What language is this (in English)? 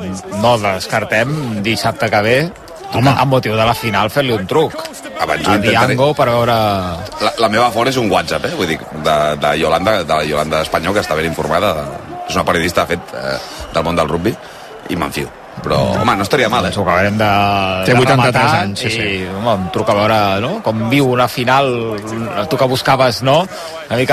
Catalan